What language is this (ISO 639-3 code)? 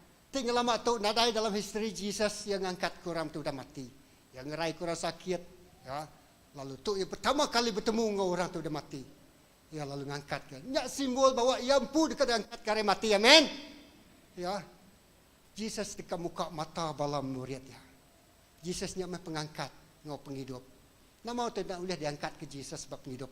iba